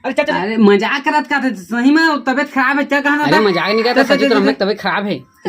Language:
Chhattisgarhi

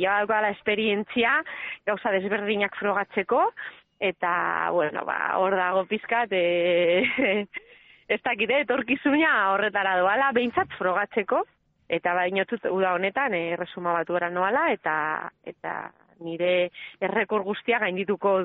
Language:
Basque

